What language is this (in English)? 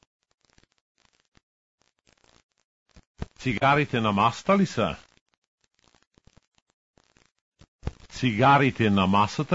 Bulgarian